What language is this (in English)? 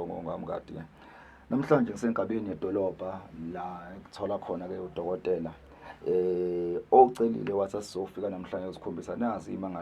Zulu